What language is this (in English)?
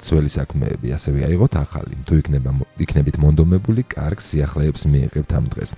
Georgian